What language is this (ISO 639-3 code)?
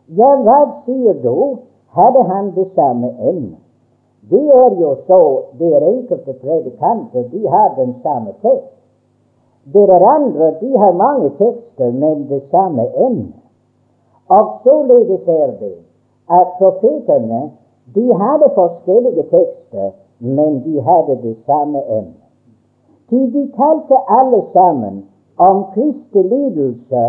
nor